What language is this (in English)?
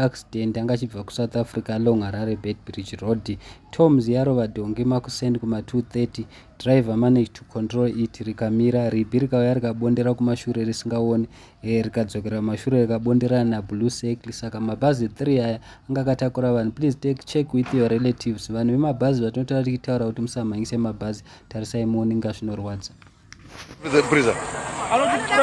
Shona